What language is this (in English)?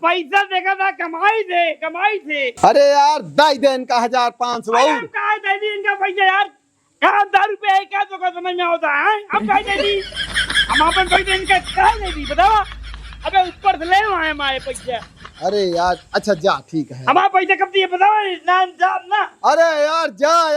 Awadhi